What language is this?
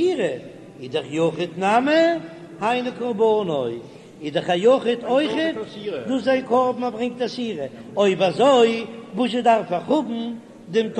Yiddish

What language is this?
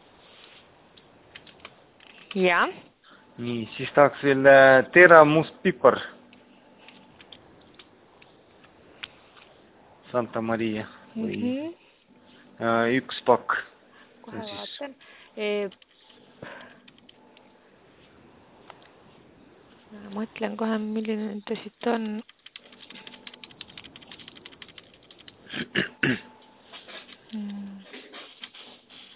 Estonian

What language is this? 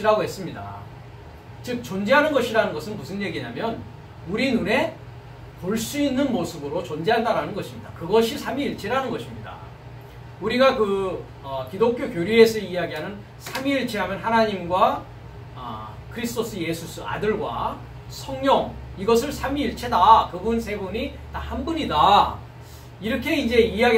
Korean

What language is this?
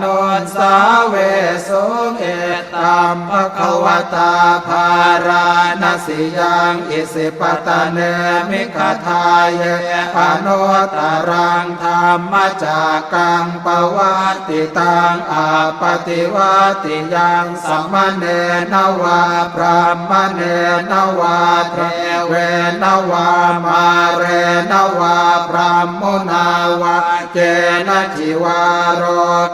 Pali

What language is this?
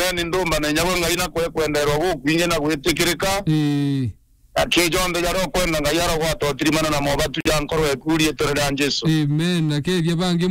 Meru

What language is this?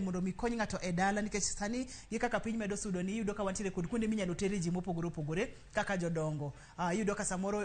Luo (Kenya and Tanzania)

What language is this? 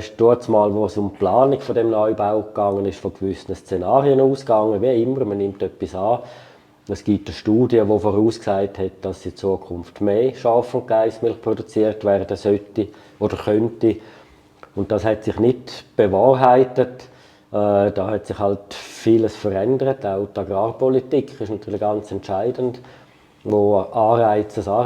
Swiss German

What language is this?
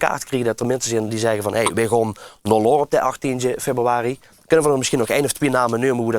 Limburgish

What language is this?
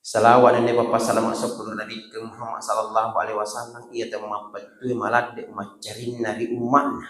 Buginese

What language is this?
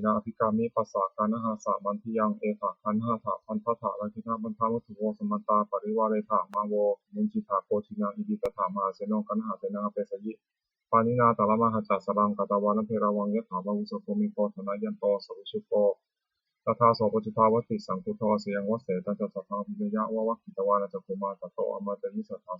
Pali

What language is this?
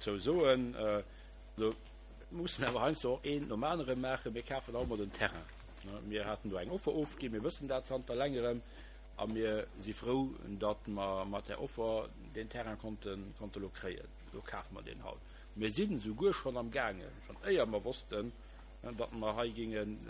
Luxembourgish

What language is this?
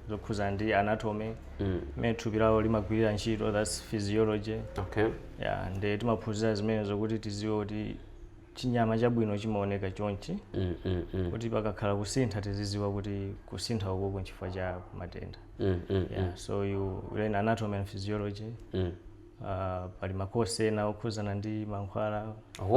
Nyanja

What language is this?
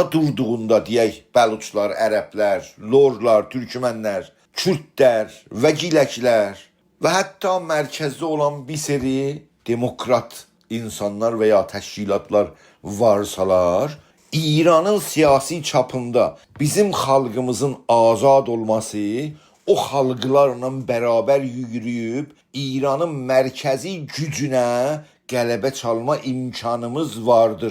South Azerbaijani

